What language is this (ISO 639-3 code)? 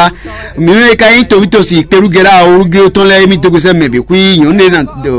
fon